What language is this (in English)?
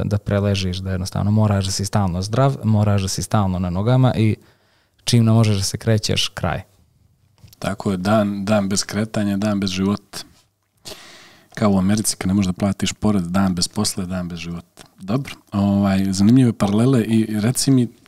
Serbian